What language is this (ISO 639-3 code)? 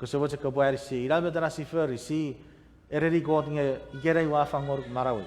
chk